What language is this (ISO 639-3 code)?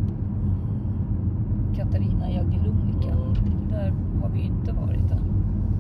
swe